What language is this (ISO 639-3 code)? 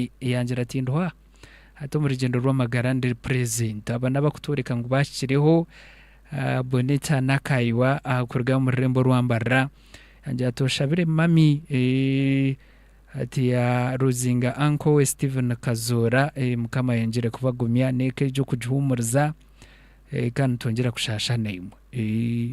nyn